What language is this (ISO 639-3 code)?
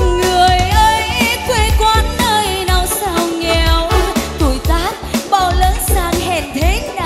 vie